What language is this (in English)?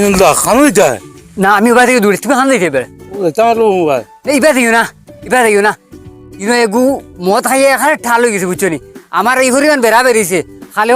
Sylheti